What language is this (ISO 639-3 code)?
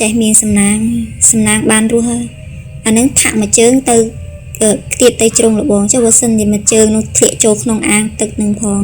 khm